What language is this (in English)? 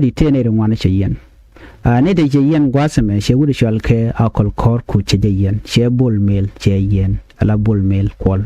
Nuer